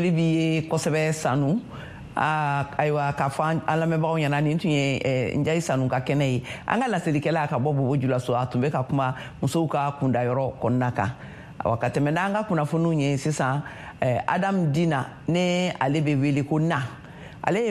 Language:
Bambara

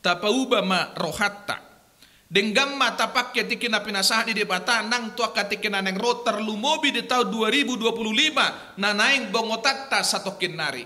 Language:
Batak Toba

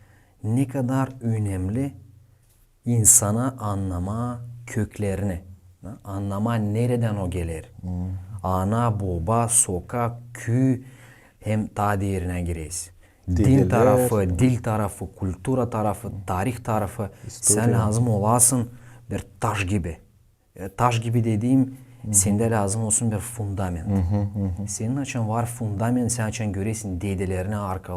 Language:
Gagauz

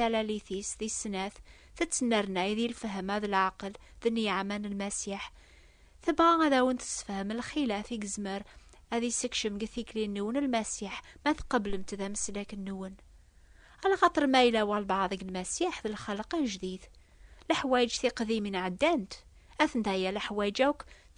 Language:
Kabyle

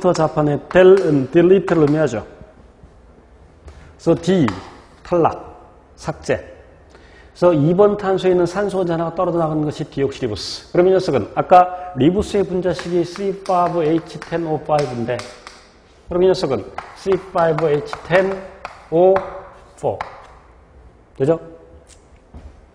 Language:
Korean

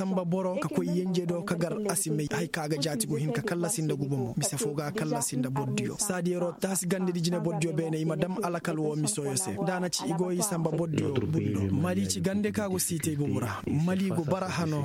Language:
Koyraboro Senni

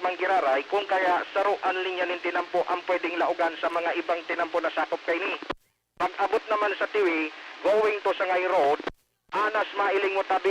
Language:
Bikol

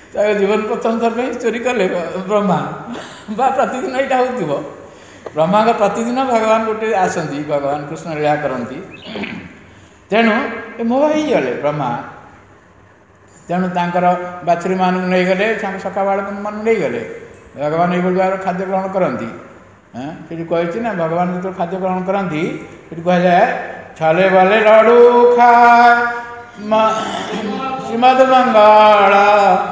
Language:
Odia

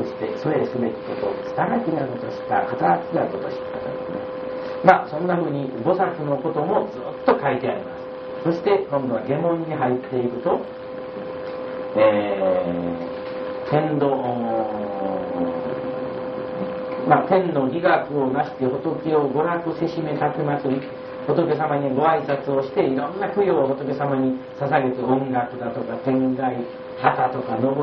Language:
Japanese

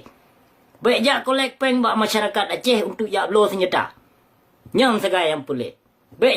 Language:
Achinese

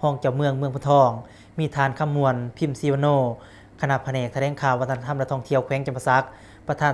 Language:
Lao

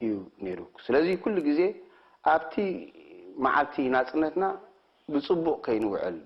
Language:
Tigrinya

